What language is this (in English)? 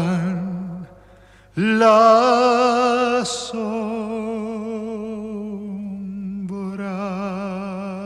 Spanish